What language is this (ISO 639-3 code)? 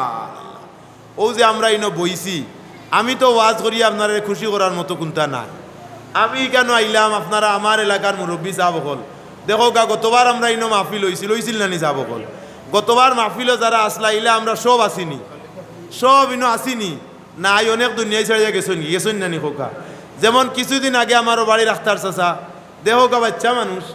syl